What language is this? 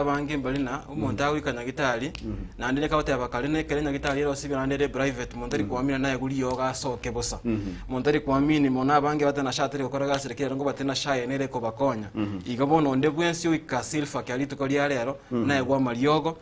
Gusii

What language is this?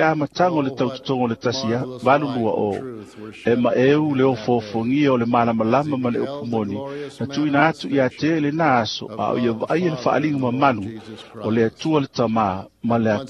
Samoan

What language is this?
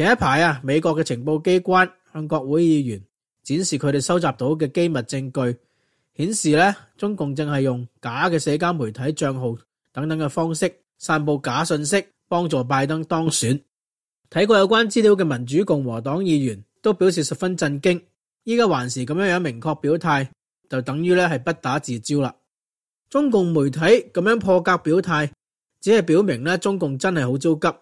Cantonese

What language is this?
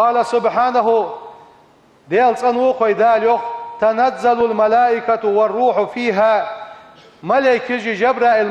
Ingush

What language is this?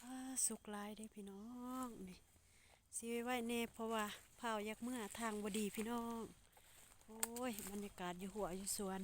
Lao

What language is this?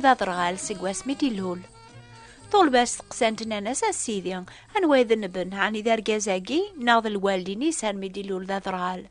Kabyle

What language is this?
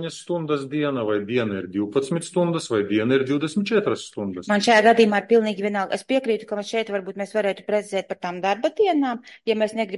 Latvian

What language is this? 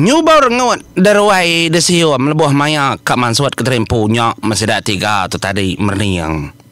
Iban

